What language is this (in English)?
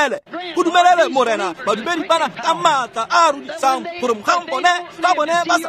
Tswana